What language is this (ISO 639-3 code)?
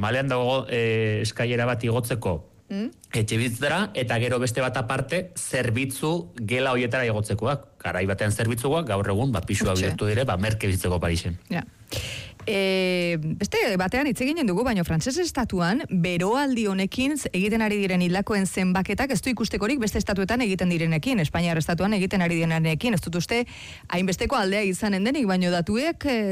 eus